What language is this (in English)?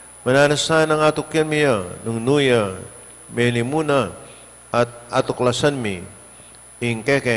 Pampanga